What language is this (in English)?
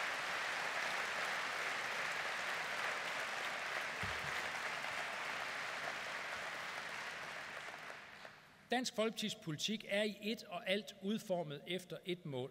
Danish